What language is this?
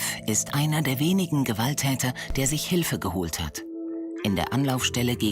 Swiss German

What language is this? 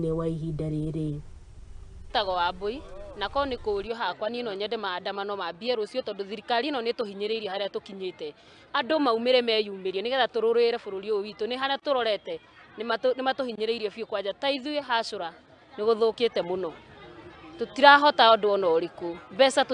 Kikuyu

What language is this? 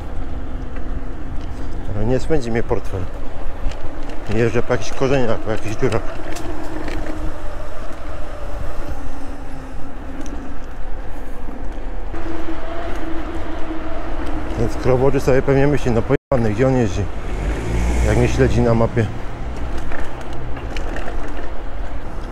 Polish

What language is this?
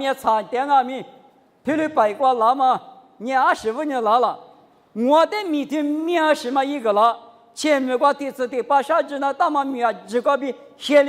Lisu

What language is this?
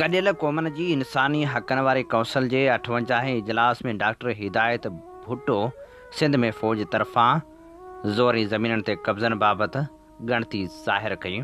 Sindhi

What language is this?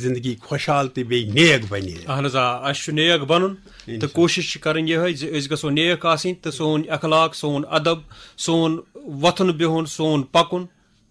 Kashmiri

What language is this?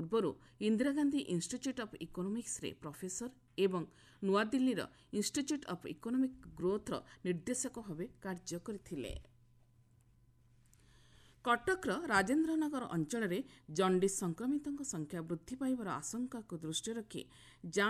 Odia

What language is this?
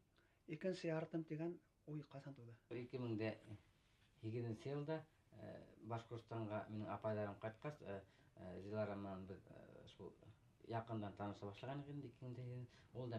Bashkir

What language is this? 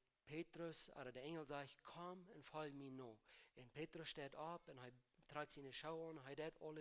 Plautdietsch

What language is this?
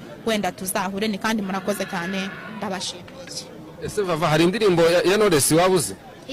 Kinyarwanda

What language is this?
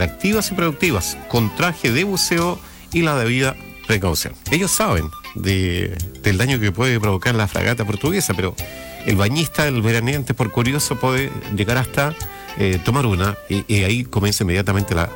Spanish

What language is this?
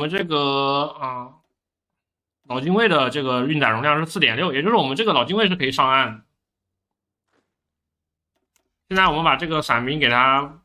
Chinese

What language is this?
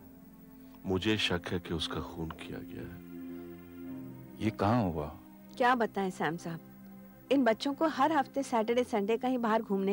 Hindi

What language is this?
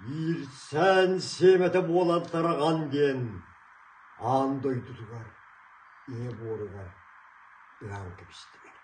Yakut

